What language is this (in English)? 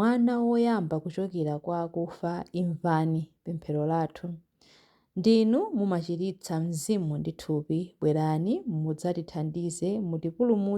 Nyanja